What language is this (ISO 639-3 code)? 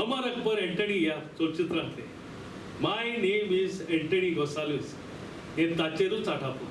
kok